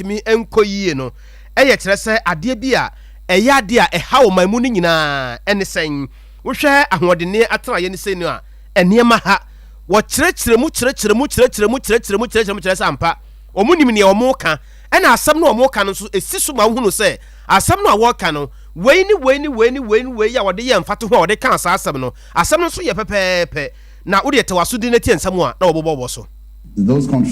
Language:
Akan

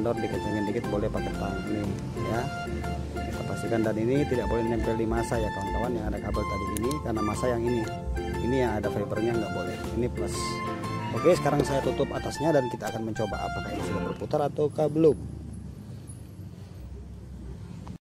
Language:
Indonesian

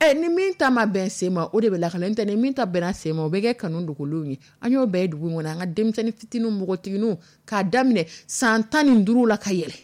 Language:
Dyula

